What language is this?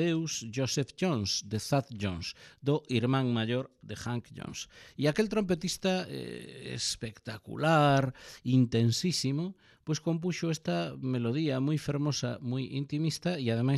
Galician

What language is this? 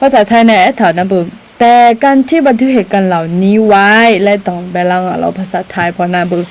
Akha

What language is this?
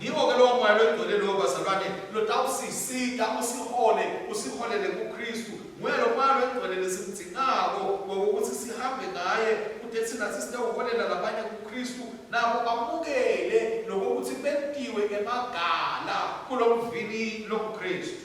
Swati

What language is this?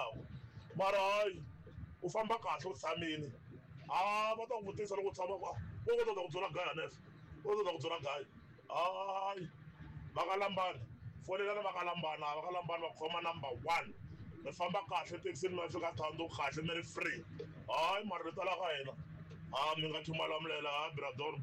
Tsonga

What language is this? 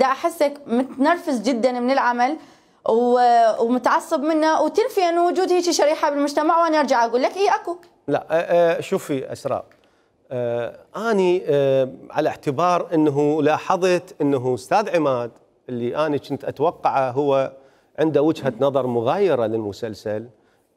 Mesopotamian Arabic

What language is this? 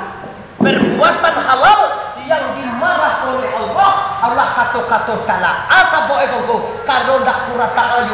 Minangkabau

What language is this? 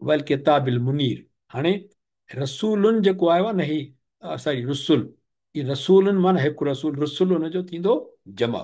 Sindhi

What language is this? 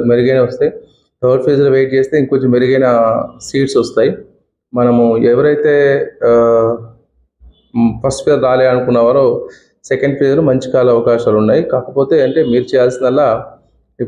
Telugu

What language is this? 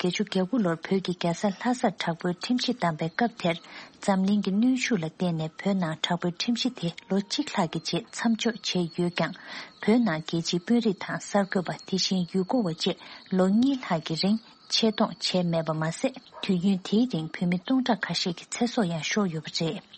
Tibetan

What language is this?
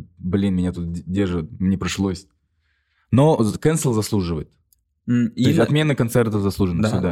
Kazakh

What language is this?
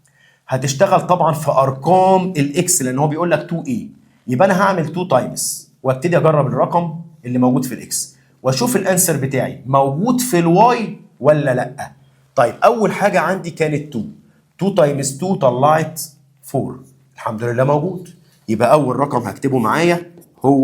Egyptian Arabic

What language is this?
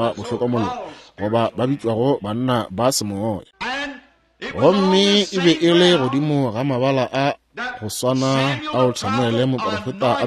Northern Sotho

